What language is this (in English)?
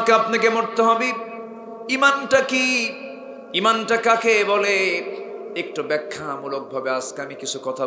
Bangla